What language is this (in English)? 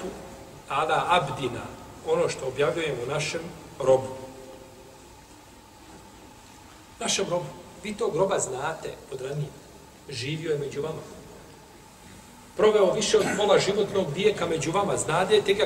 Bosnian